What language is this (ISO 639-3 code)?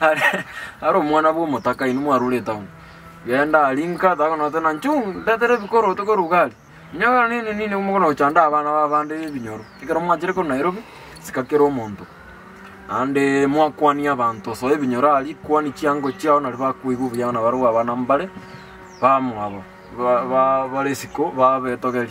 guz